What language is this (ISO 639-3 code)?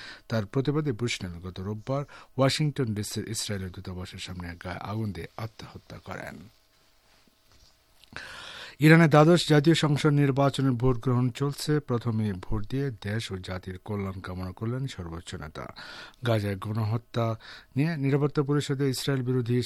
ben